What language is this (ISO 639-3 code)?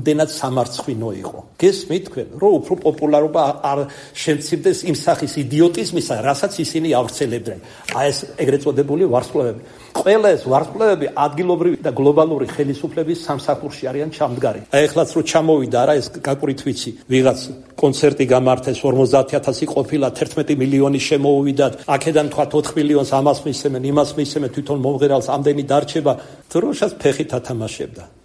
kat